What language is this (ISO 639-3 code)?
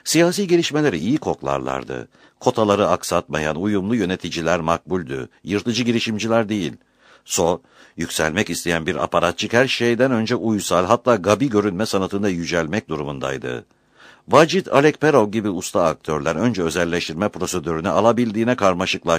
tur